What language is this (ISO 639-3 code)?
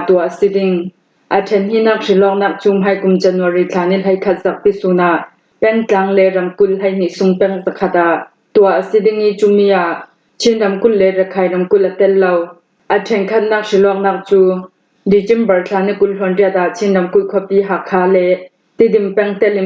cfm